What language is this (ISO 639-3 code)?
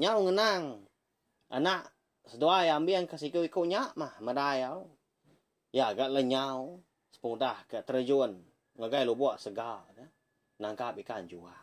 iba